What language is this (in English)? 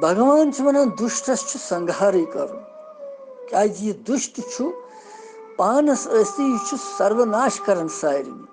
Kashmiri